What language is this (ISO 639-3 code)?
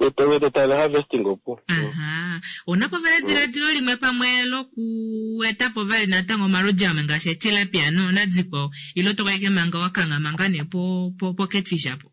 kua